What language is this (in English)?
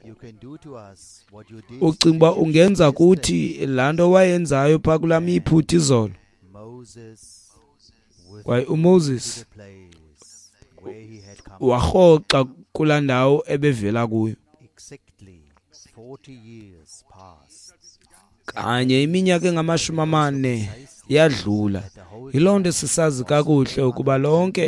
Xhosa